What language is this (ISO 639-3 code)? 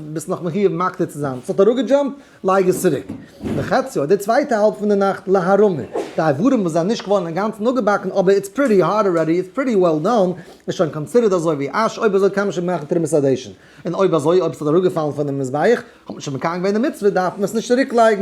yid